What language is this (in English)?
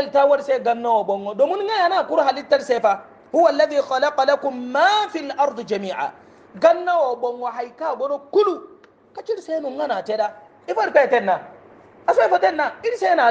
Hausa